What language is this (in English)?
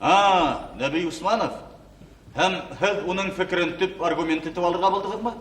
Bashkir